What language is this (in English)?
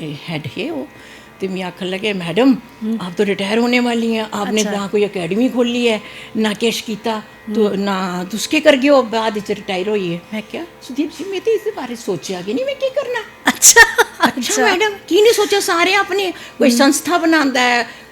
Dogri